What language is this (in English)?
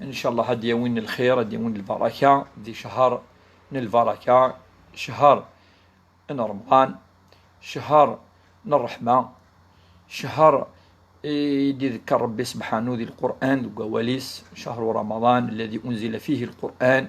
Kabyle